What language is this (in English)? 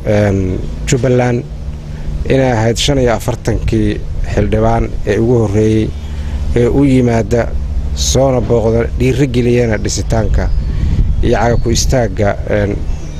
Somali